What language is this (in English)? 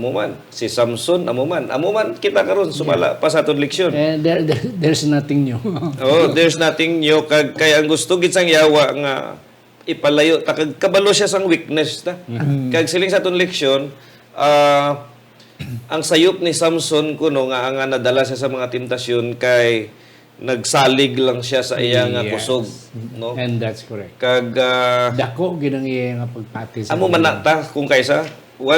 Hiligaynon